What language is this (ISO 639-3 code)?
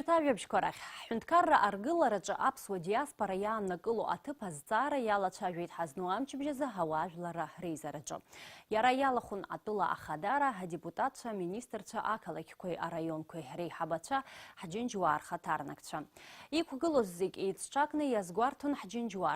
abk